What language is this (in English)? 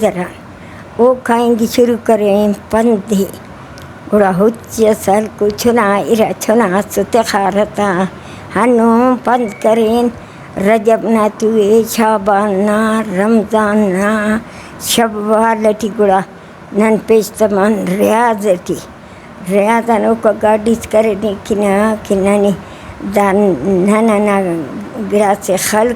Brahui